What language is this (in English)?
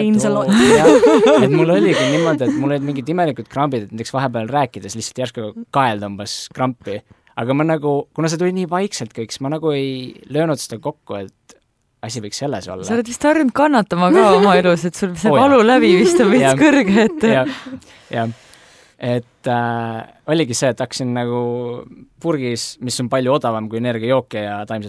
Estonian